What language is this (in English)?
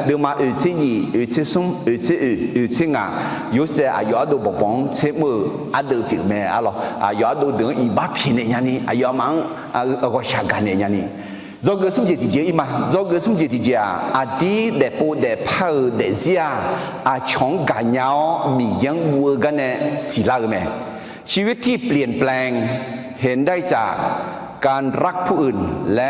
Akha